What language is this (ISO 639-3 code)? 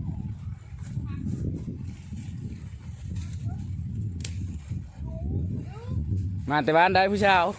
lao